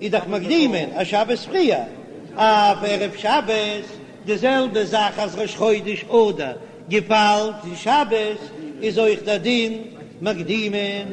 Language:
Yiddish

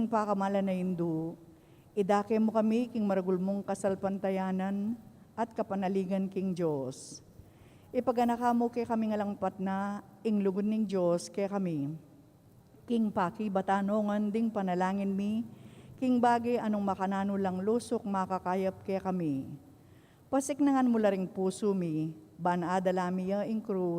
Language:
Pampanga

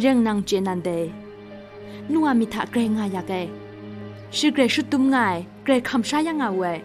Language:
Kachin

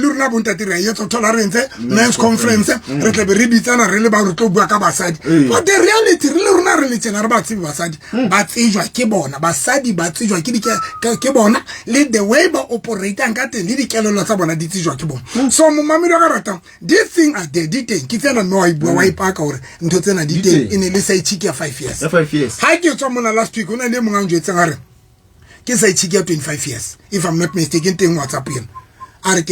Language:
Southern Sotho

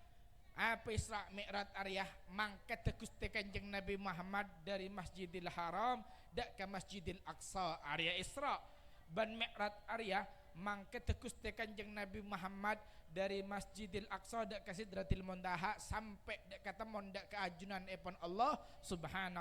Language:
Madurese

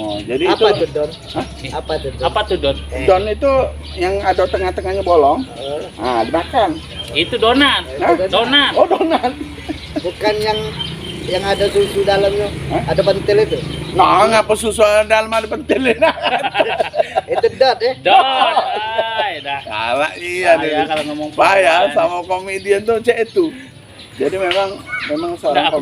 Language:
Musi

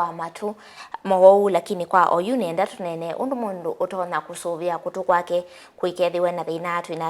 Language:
Kamba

